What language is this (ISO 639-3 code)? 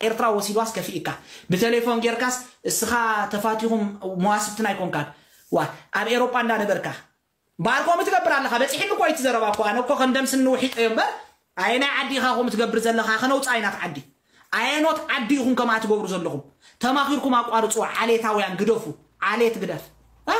tir